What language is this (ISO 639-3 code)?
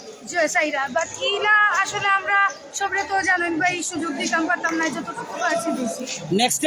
syl